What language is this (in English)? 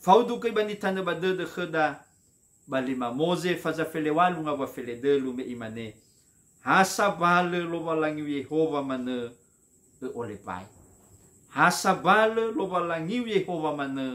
Nias